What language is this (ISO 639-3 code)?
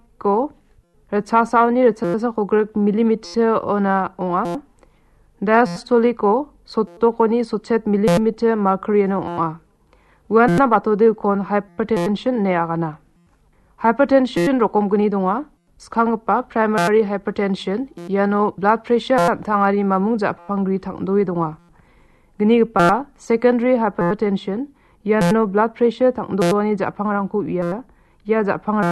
grt